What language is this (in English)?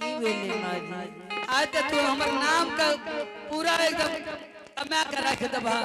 Angika